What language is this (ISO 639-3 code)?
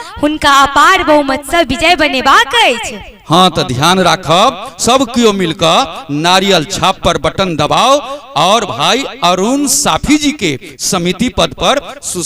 mai